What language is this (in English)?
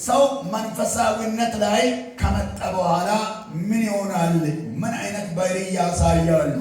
Amharic